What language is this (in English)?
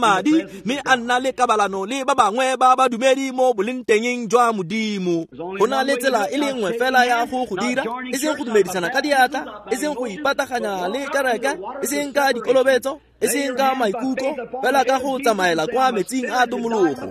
Tswana